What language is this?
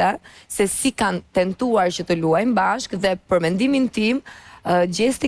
Albanian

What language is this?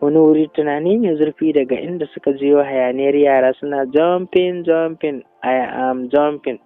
Hausa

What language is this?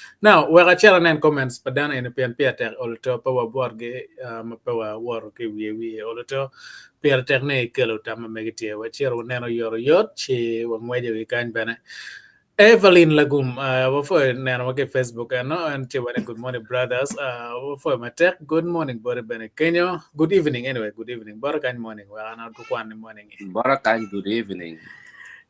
Acoli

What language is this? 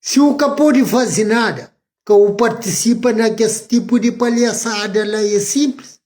Kabuverdianu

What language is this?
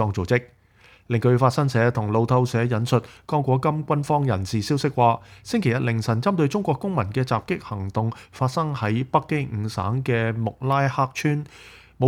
Cantonese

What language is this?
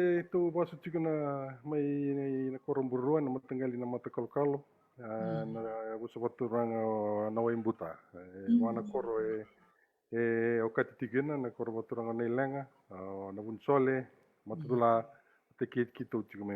Fijian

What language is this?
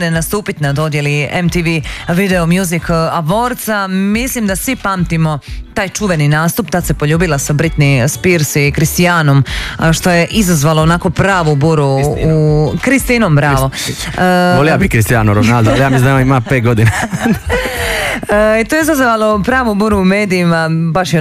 Croatian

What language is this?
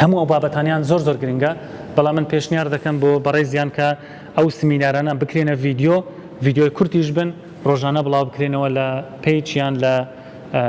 Central Kurdish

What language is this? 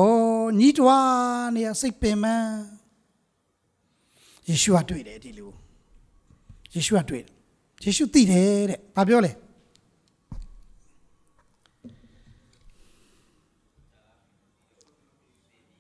Burmese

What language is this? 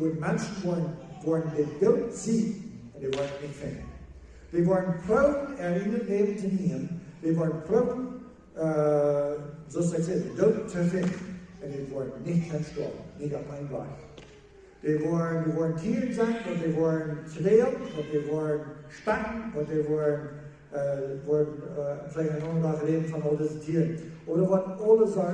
Plautdietsch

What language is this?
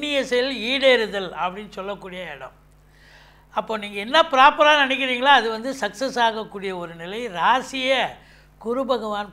Tamil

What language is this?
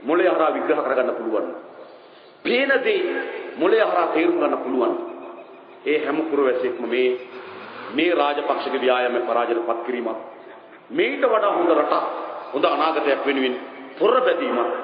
Sinhala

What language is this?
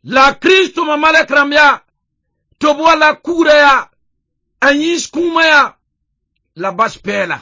Mossi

